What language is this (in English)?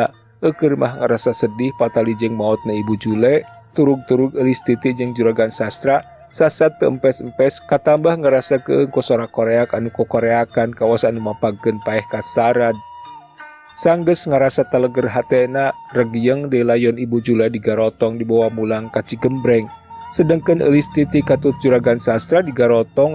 Sundanese